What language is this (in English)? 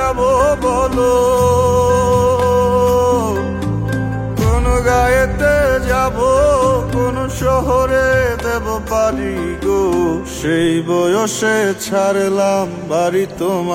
Bangla